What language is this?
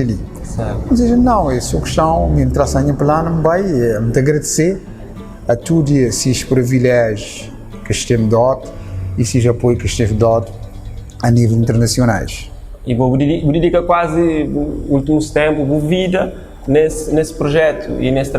Kabuverdianu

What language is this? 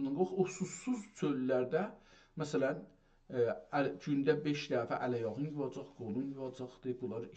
South Azerbaijani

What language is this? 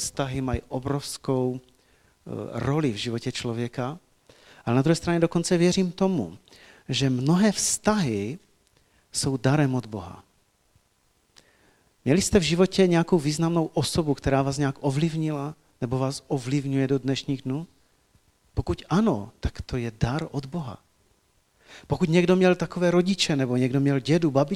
Czech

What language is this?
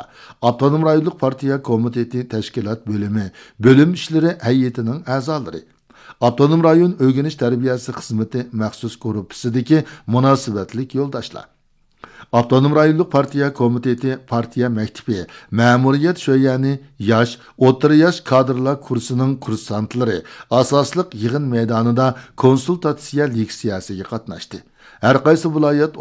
Uyghur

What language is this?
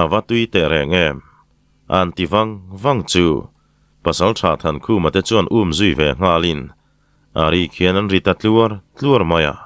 Mizo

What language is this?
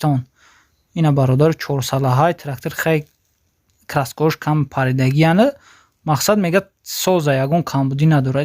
Tajik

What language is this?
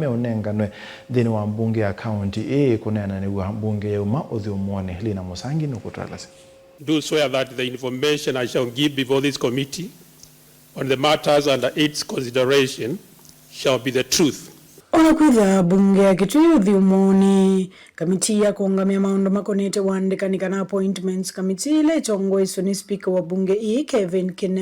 Kamba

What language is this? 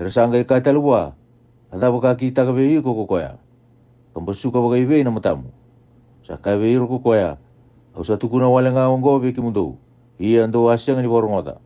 Fijian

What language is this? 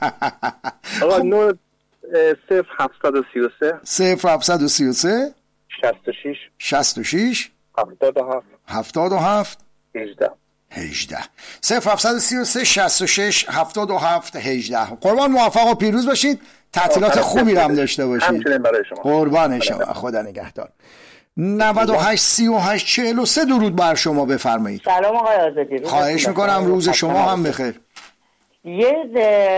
Persian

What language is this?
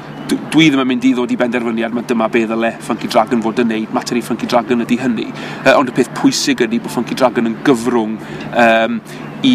Welsh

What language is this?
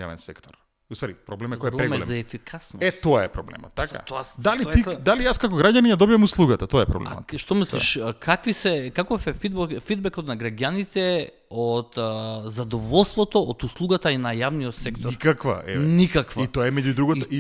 Macedonian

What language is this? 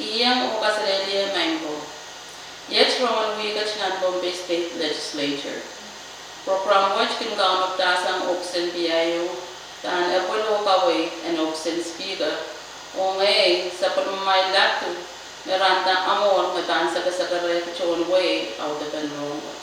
Pohnpeian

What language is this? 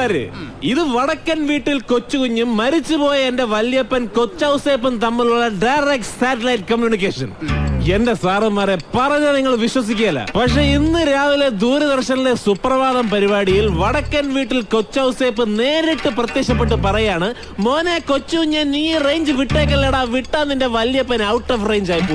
Malayalam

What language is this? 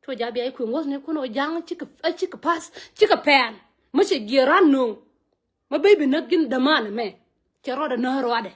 Nuer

